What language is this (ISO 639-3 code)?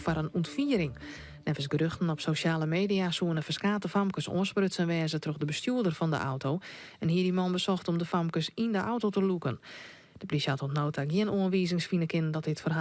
fry